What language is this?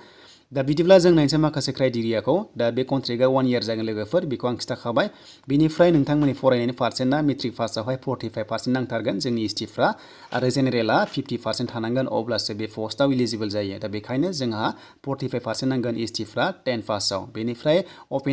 Bodo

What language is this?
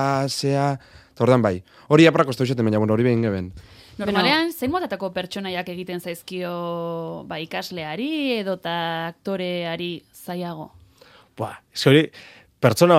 Basque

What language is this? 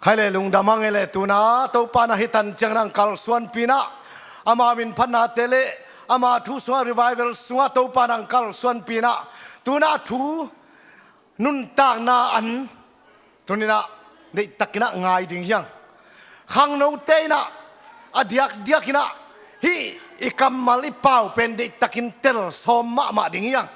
Tedim Chin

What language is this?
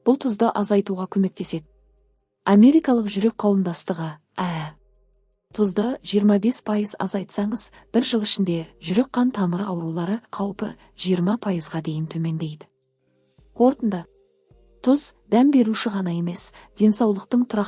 Kazakh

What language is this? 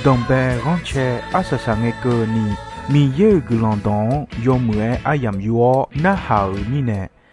Akha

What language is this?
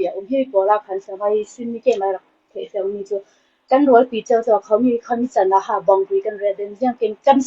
Falam Chin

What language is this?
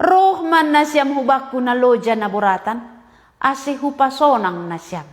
Batak Simalungun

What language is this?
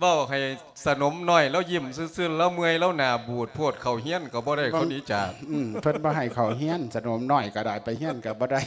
Lao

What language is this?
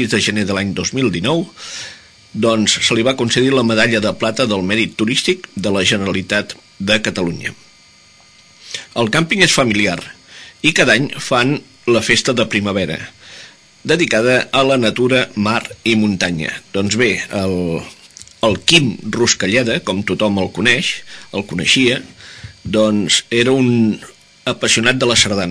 Catalan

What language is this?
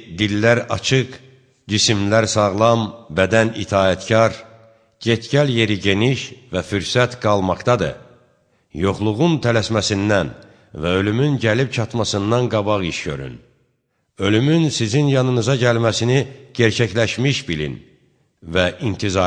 Azerbaijani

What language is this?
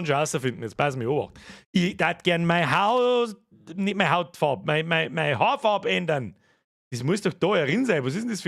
Bavarian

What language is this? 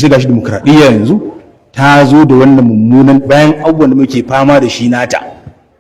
Hausa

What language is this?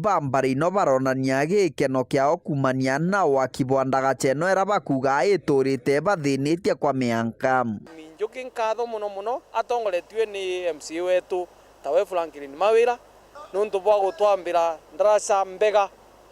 Meru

